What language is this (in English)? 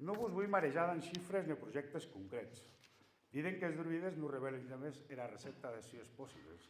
Occitan